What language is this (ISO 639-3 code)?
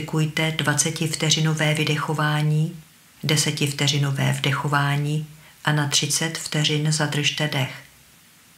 ces